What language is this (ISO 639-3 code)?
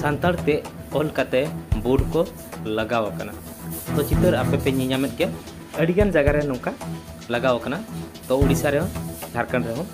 sat